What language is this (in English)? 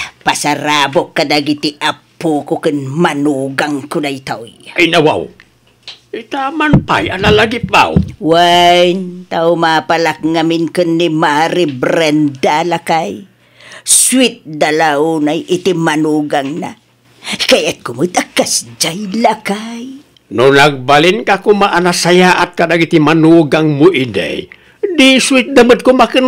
Iloko